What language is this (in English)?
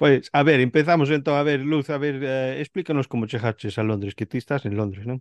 Galician